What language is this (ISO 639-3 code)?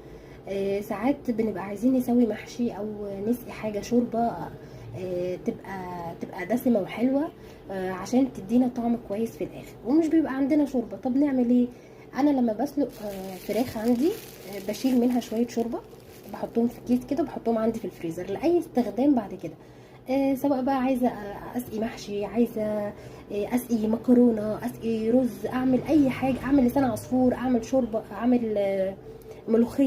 arz